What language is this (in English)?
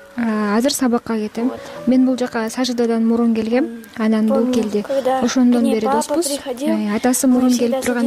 Kyrgyz